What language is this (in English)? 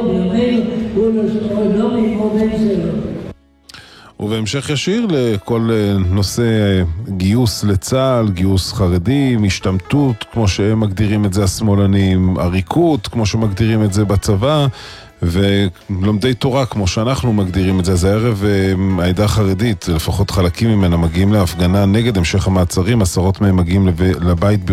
Hebrew